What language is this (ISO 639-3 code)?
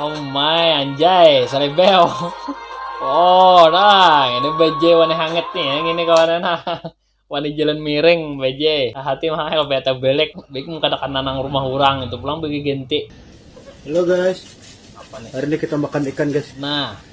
bjn